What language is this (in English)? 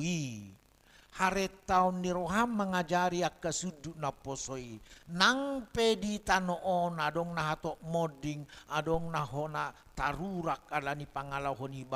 Batak Toba